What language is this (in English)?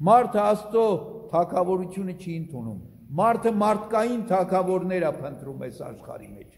Armenian